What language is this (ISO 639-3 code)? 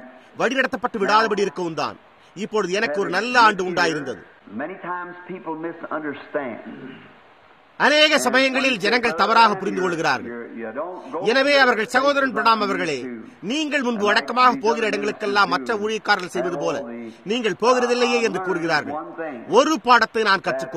tam